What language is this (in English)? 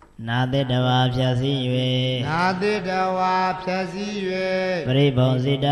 Burmese